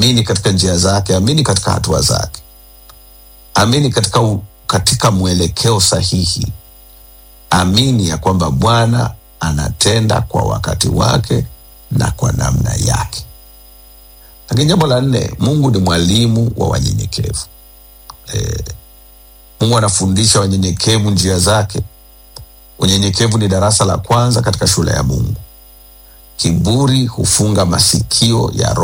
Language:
Swahili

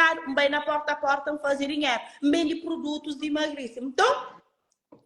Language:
Kabuverdianu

